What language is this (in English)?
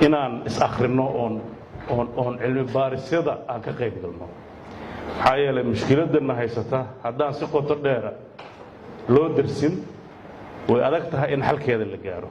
Somali